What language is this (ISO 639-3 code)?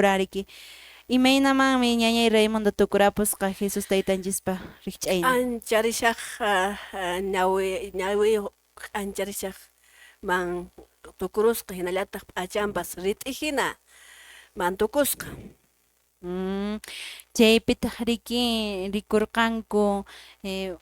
que